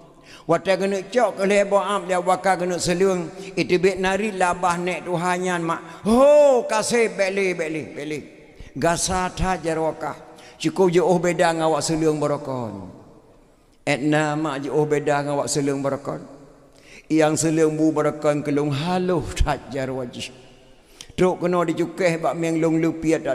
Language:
Achinese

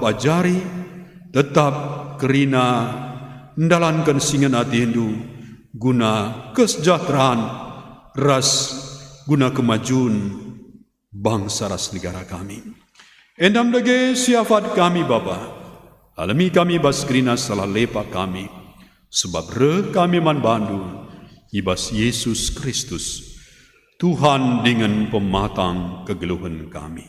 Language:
Batak Karo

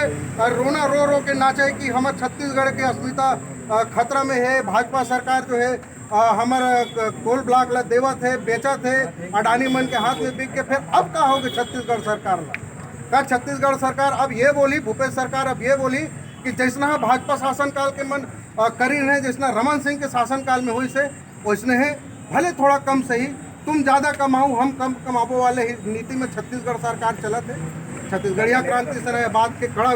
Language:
Chhattisgarhi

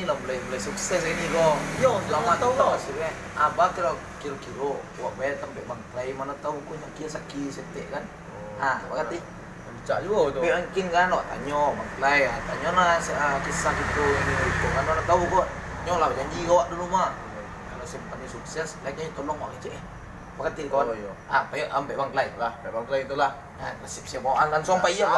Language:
Minangkabau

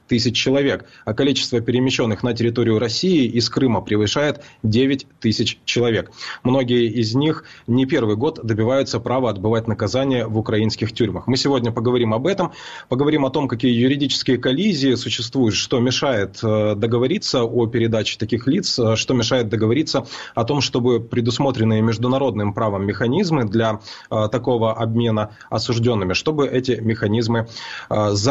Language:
Russian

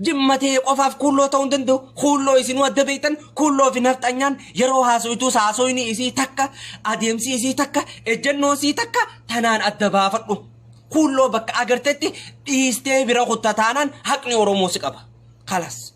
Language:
Oromo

